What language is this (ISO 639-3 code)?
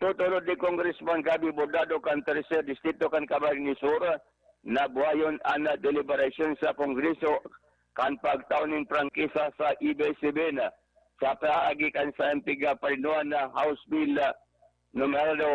bik